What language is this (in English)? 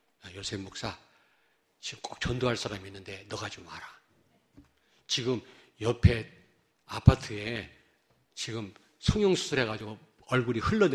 Korean